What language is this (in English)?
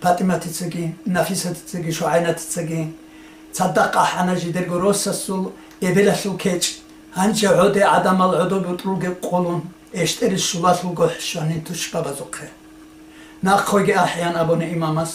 Avaric